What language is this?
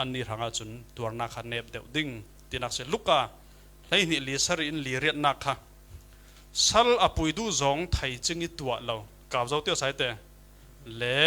Falam Chin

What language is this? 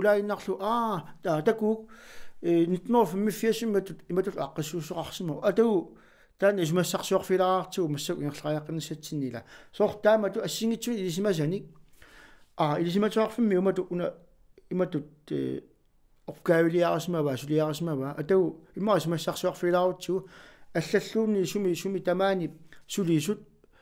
Kalaallisut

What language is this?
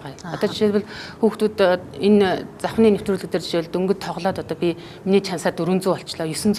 Mongolian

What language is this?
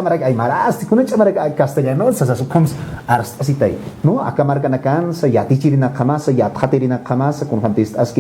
Aymara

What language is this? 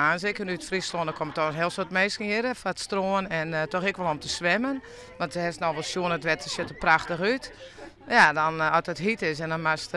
Western Frisian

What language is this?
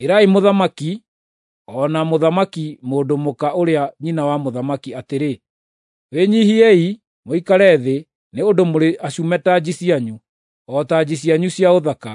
Kikuyu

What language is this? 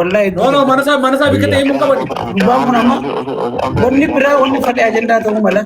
Oromo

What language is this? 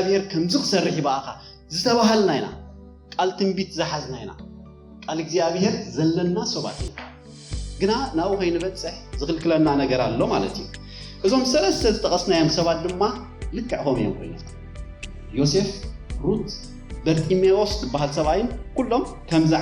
Tigrinya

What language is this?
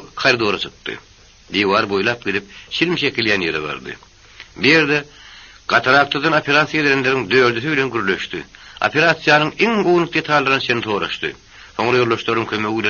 Turkmen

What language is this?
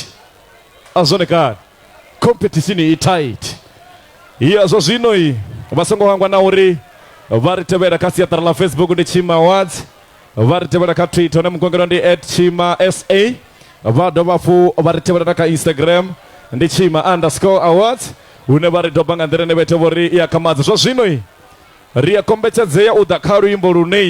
Venda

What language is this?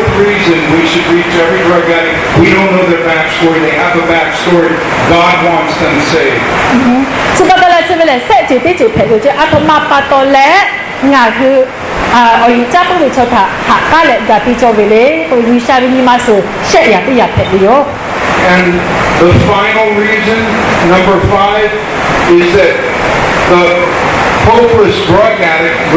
Lahu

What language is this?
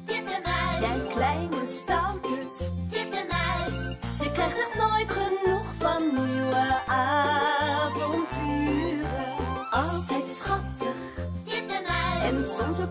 Dutch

